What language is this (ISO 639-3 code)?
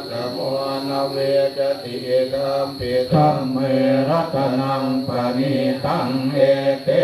pli